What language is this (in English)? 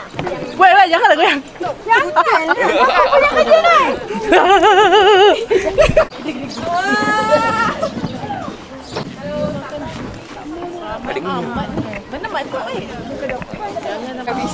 Malay